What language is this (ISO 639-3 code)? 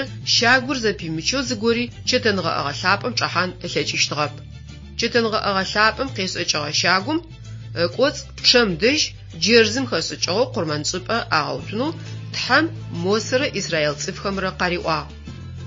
ady